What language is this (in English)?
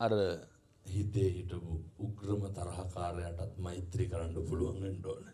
Sinhala